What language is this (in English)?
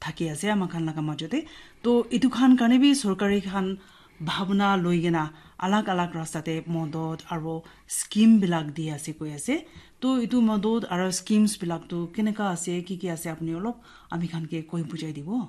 Naga Pidgin